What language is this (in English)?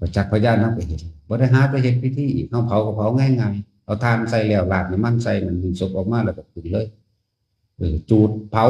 Northeastern Thai